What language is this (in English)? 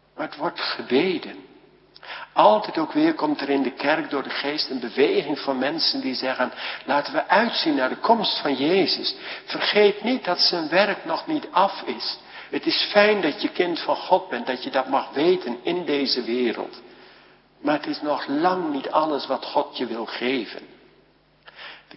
Dutch